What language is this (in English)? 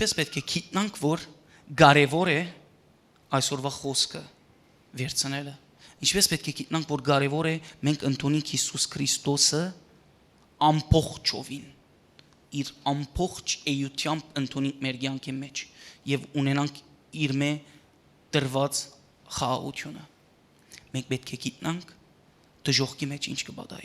Western Armenian